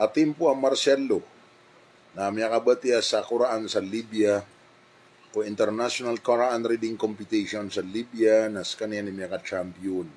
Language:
Maranao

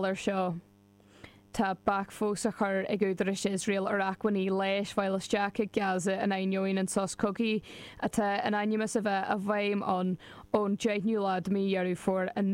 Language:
Irish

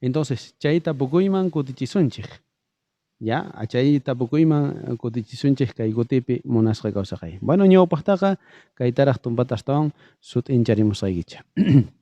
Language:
South Bolivian Quechua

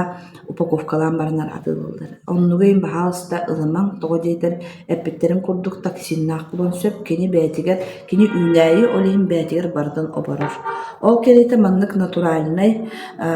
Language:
Yakut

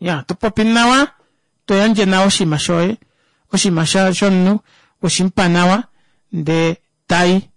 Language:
Kuanyama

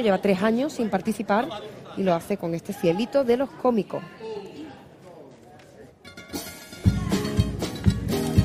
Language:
Spanish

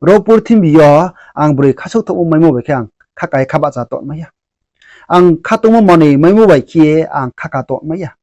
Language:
Riang (India)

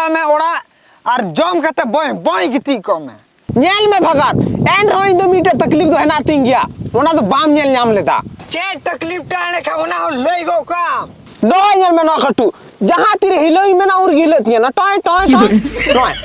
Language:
Santali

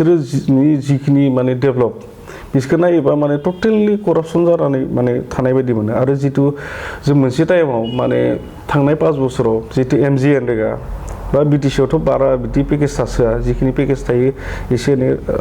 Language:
Bodo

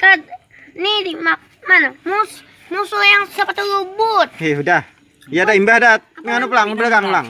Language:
Banjar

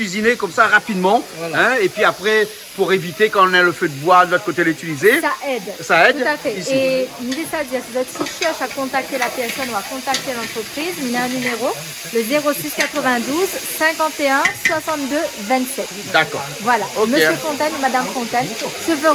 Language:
Réunion Creole French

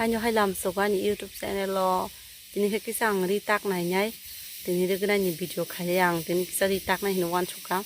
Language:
Kok Borok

